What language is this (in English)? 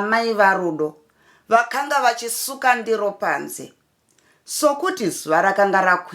Shona